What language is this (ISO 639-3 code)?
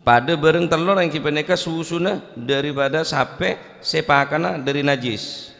mad